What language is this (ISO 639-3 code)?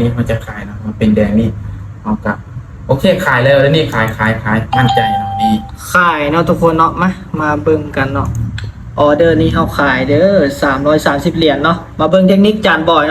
lao